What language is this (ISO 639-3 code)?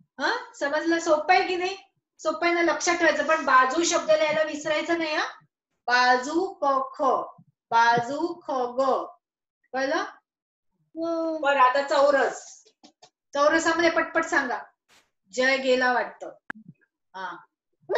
mar